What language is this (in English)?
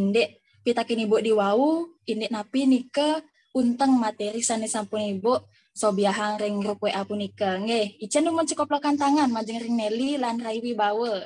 Balinese